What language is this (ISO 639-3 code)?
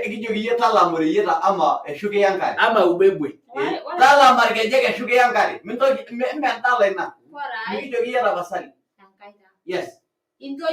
mas